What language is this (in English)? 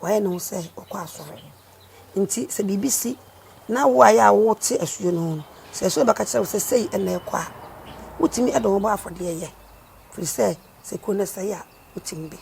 Akan